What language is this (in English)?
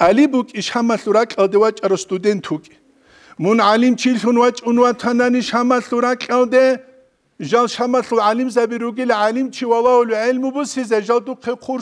Avaric